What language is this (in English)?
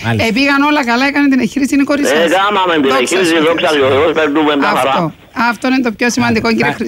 Greek